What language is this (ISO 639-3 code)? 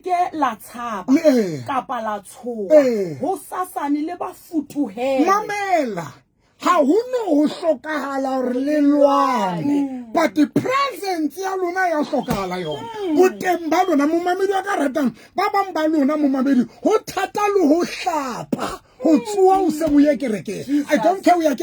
sot